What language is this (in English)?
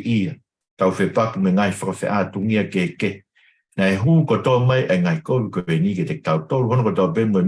Tongan